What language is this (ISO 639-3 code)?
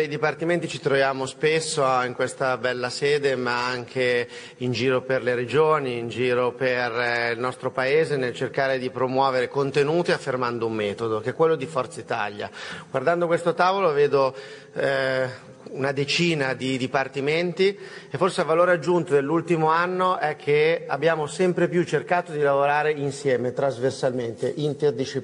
ita